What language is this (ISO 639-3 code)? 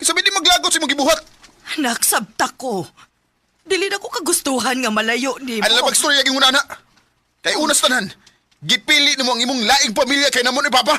ceb